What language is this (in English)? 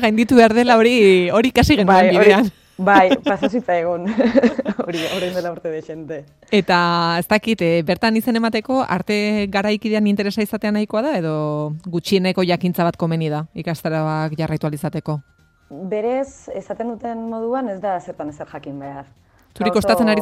Basque